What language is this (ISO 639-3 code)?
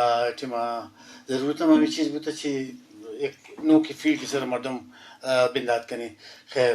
brh